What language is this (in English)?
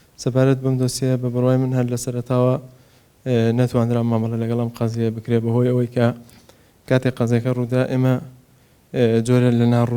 Central Kurdish